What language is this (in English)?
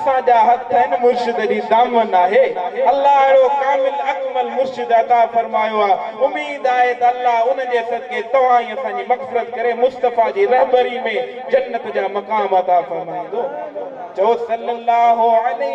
Sindhi